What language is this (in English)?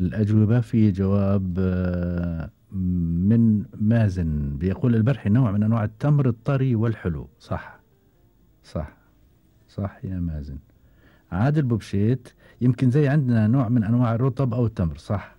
Gulf Arabic